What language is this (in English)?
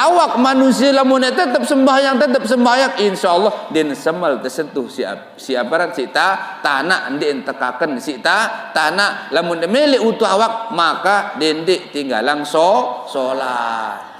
Sasak